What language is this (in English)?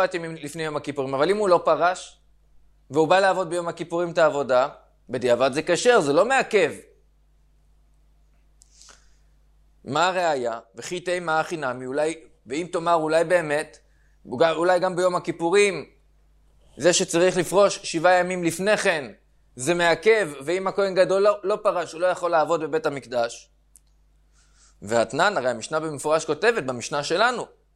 Hebrew